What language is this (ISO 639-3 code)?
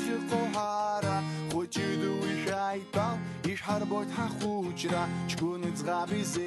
abk